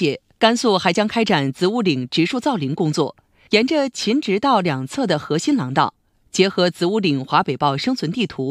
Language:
Chinese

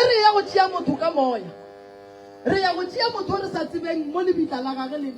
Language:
Northern Sotho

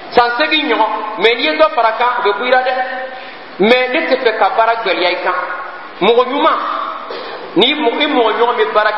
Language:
Bambara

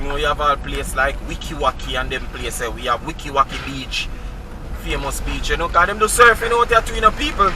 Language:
Jamaican Creole English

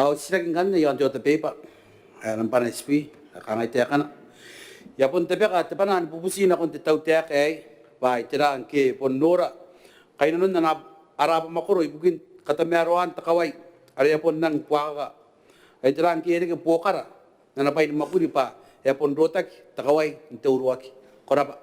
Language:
Gilbertese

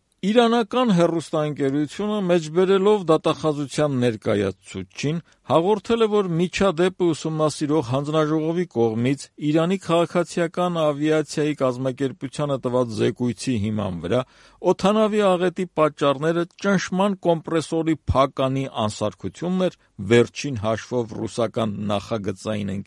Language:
Armenian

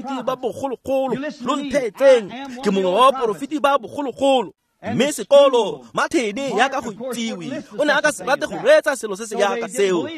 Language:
Tswana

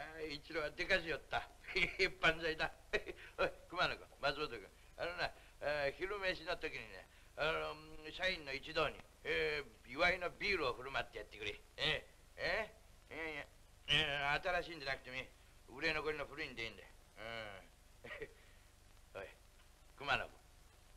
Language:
Japanese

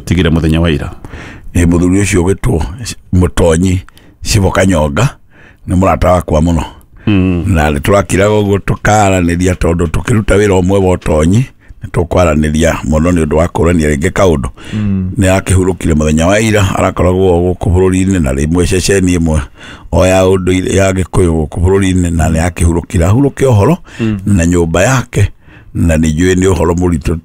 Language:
Kikuyu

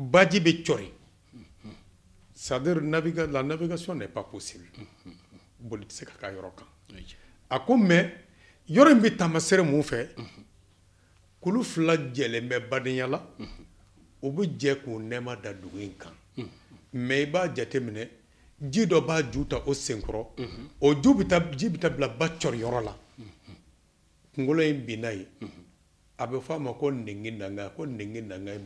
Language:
Bambara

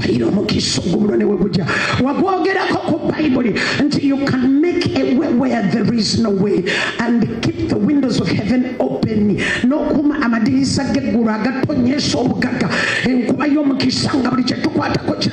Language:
Ganda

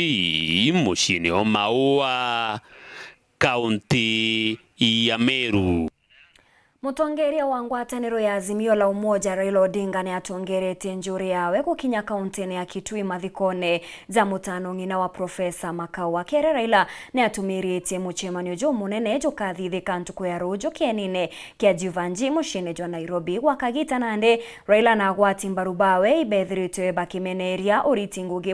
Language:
Meru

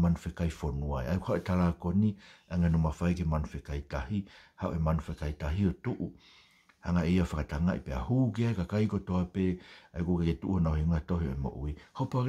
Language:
Tongan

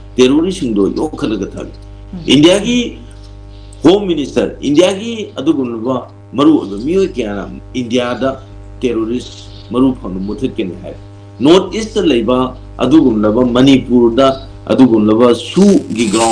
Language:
Manipuri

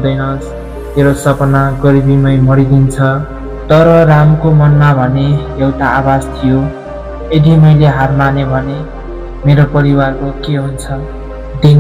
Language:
Nepali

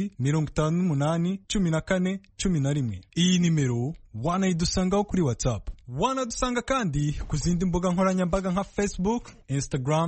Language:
Kinyarwanda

